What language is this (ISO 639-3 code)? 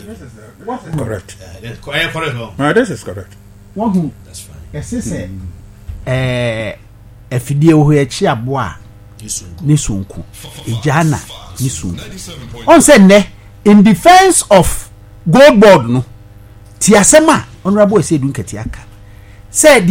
aka